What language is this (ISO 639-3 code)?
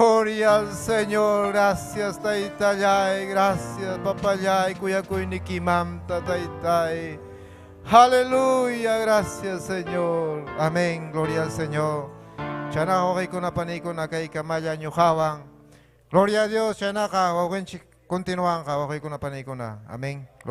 quy